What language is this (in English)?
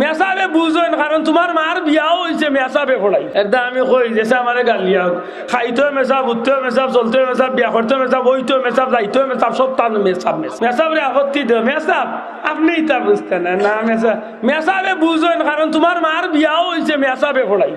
Sylheti